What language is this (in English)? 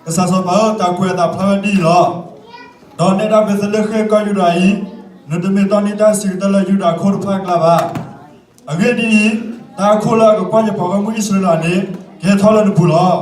S'gaw Karen